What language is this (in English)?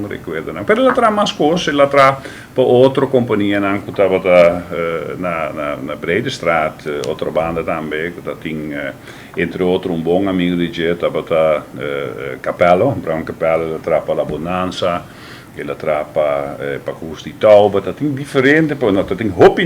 Papiamento